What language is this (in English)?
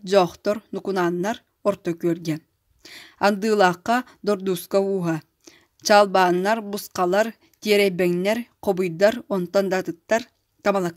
Yakut